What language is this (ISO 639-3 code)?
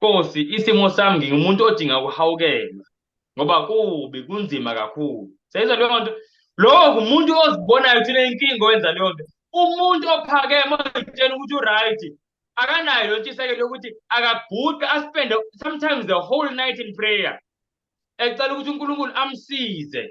zul